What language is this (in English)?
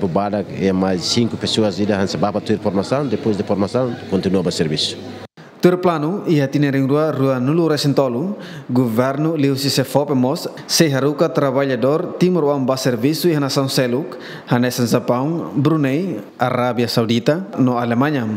Tetum